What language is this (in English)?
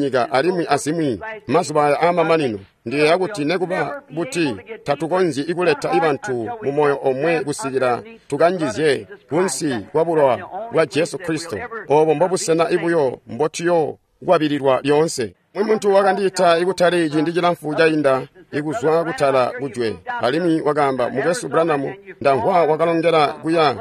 Tonga (Zambia)